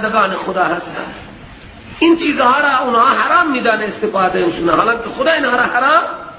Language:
Persian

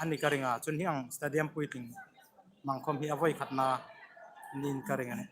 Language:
Hmar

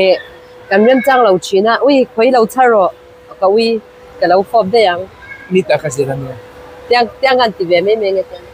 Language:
Mizo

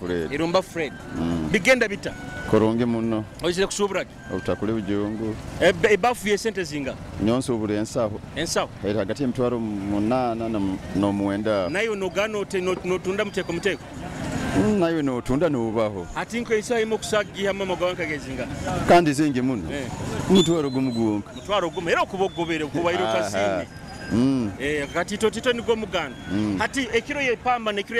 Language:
Nyoro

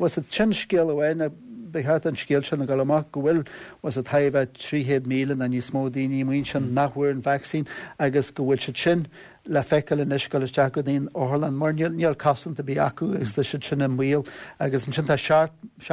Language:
Irish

